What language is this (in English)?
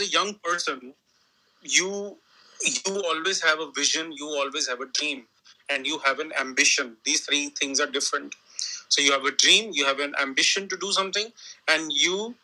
English